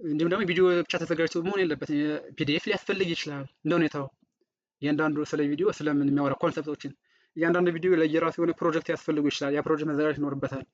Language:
Amharic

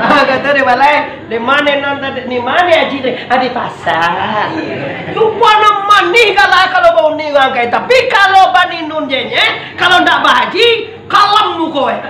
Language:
Minangkabau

